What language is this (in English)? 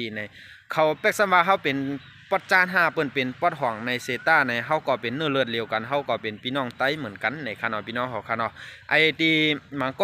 Shan